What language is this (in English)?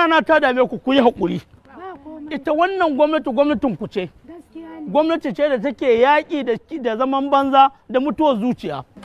Hausa